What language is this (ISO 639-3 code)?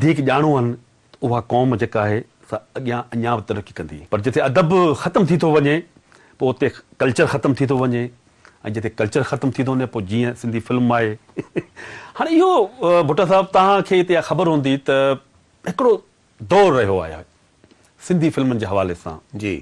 snd